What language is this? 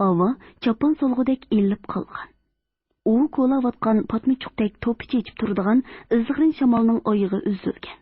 Uyghur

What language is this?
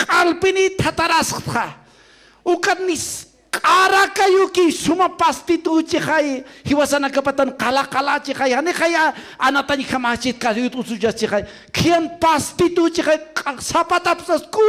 Aymara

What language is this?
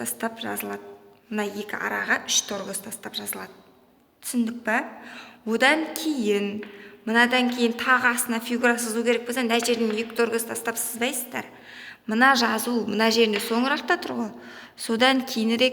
Kazakh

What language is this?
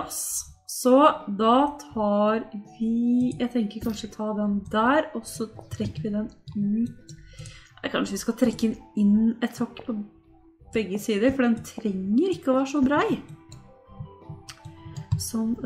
Norwegian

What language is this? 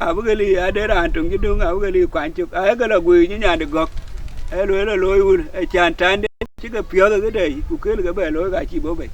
Dinka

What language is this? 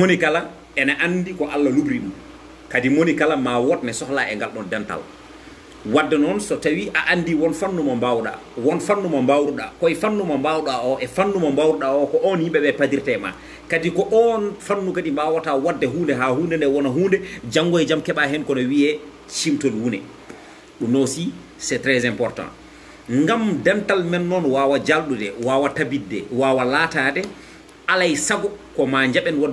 Fula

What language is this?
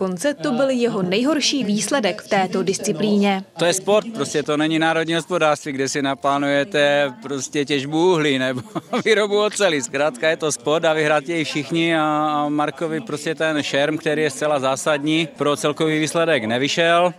Czech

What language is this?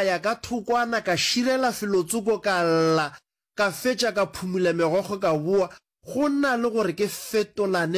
Northern Sotho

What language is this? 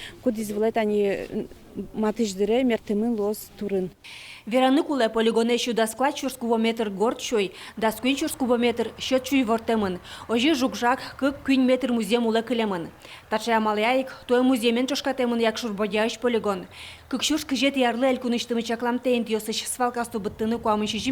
Udmurt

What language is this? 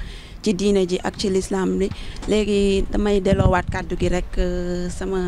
Wolof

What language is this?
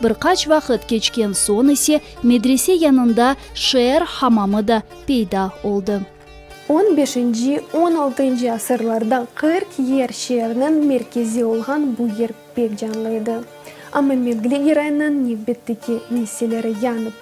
Crimean Tatar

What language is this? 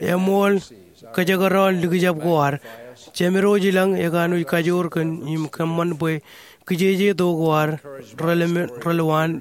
Marshallese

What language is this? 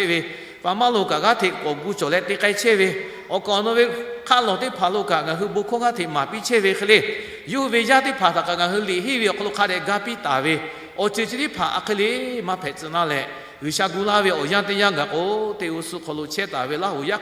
Lahu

